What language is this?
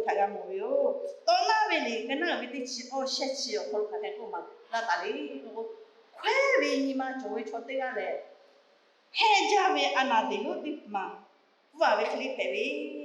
Lahu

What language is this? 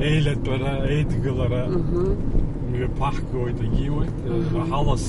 Abkhazian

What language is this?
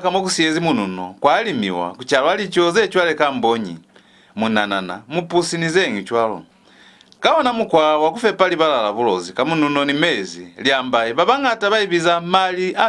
Lozi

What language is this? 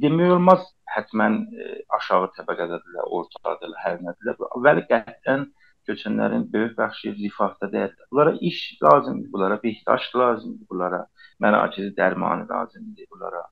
South Azerbaijani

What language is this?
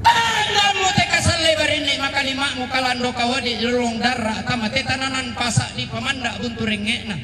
Toraja-Sa'dan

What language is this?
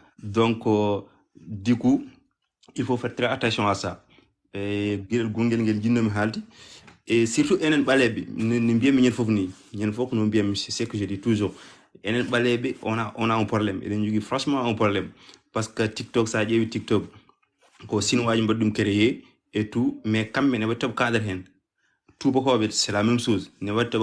Fula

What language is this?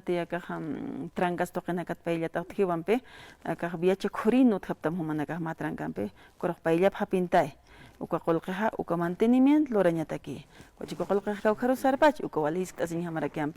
Aymara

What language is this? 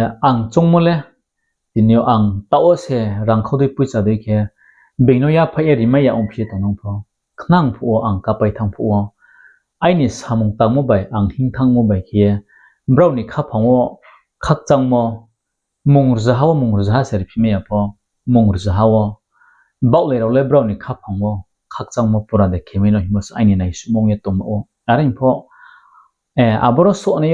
Riang (India)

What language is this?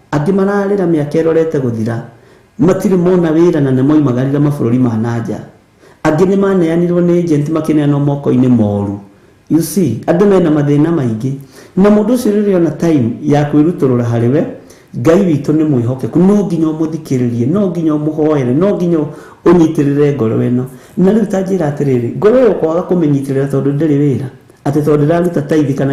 Kikuyu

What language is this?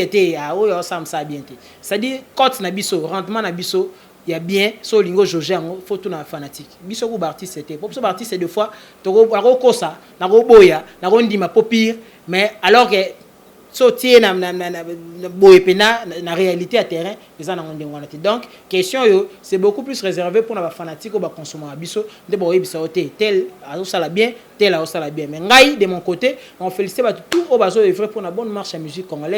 Lingala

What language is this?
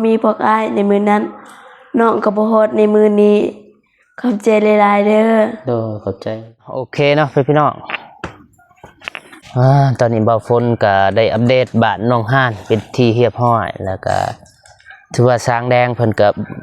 Lao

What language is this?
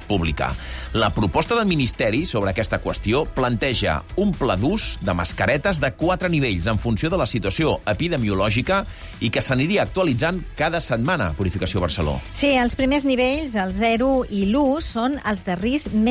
Catalan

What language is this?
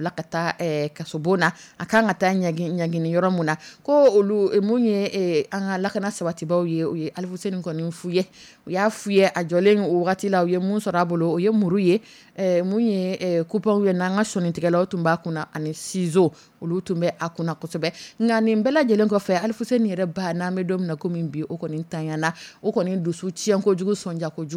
Dyula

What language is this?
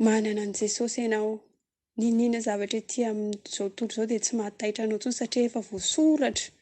Malagasy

